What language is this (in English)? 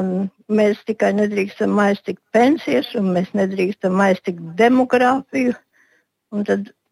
Latvian